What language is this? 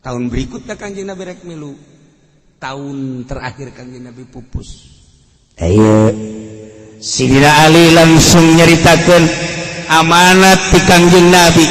Sundanese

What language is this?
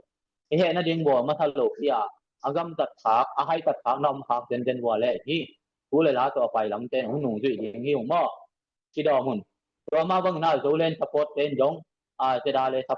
Tedim Chin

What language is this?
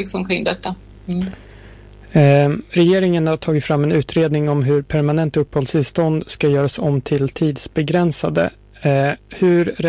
Swedish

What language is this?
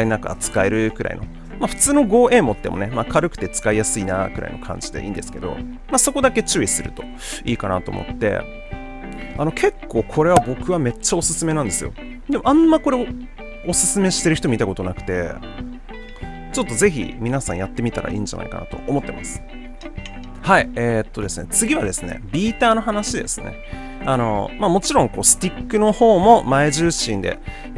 Japanese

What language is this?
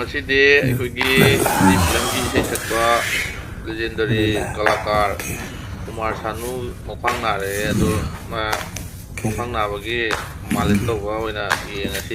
Manipuri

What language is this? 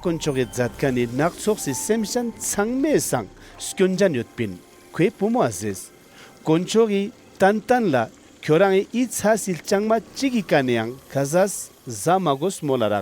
Ladakhi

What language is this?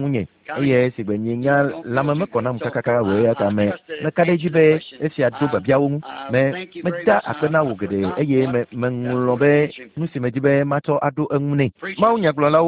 Ewe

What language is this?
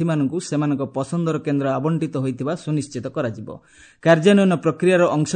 Odia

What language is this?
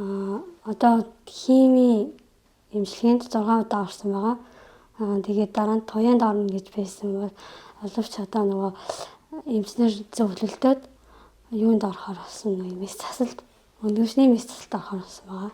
Mongolian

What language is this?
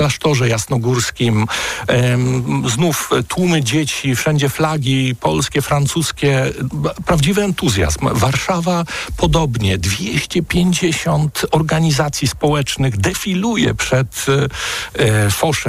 Polish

